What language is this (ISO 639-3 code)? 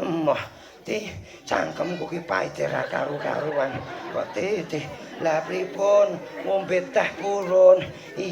jav